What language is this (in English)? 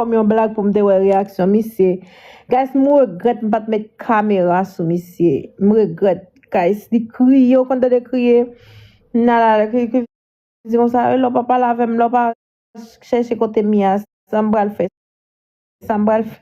Haitian Creole